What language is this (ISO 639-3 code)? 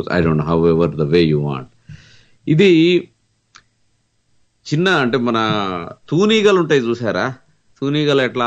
tel